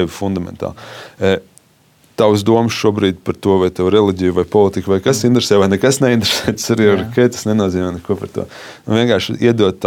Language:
Latvian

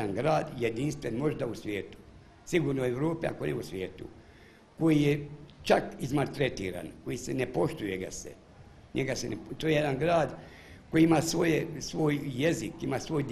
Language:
Croatian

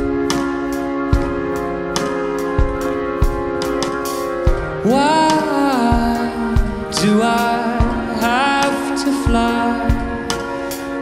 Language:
English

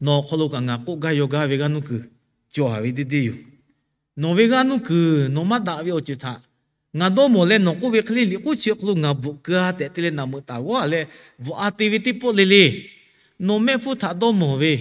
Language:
Lahu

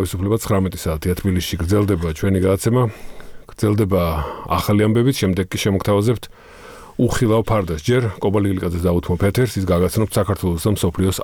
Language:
Georgian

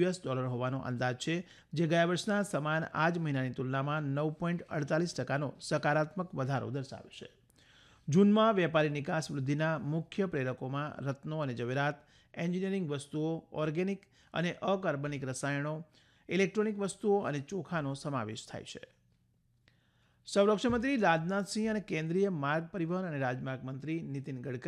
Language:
Gujarati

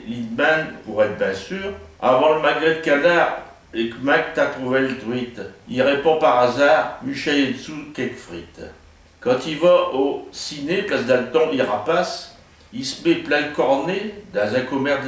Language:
Picard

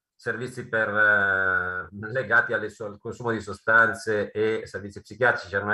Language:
Italian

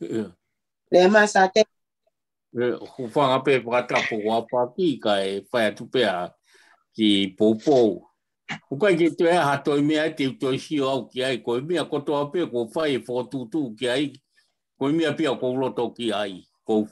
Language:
Tongan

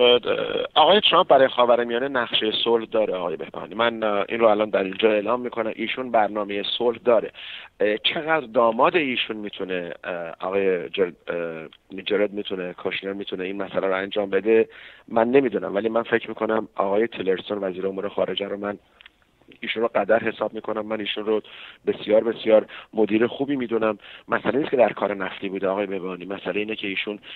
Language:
Persian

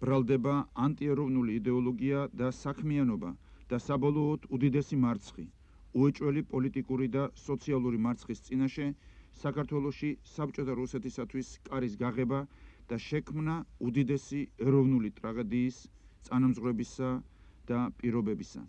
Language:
Georgian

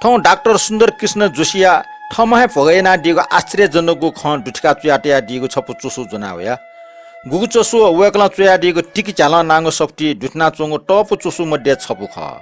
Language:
Newari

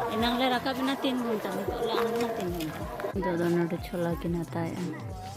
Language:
Santali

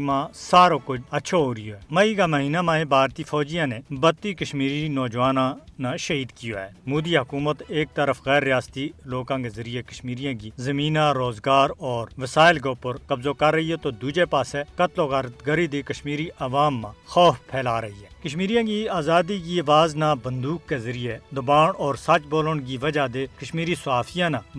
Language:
Gujari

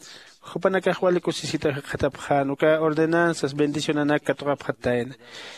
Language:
Aymara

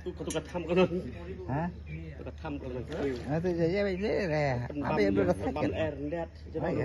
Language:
Khasi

